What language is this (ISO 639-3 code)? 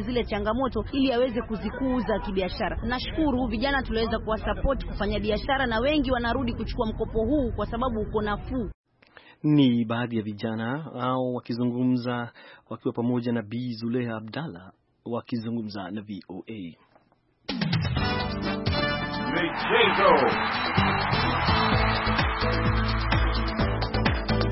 swa